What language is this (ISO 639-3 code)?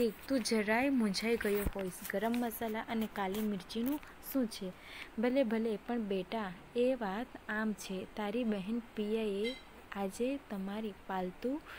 guj